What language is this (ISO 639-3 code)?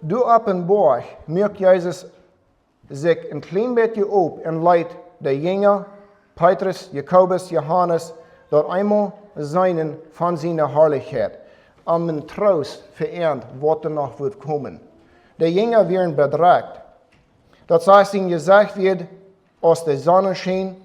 pdt